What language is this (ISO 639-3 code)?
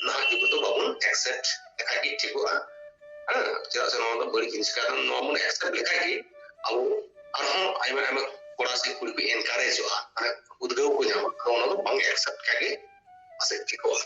sat